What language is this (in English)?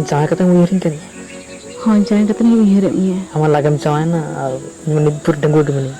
Santali